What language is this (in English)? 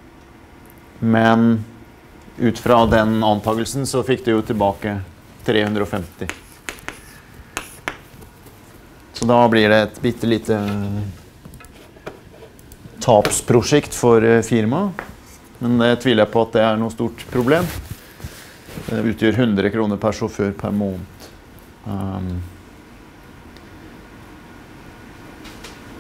Norwegian